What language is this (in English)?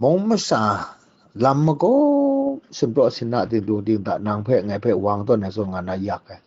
Kachin